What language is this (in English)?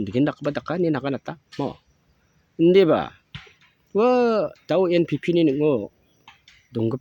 Garo